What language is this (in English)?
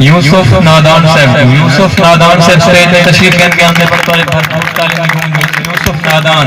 Saraiki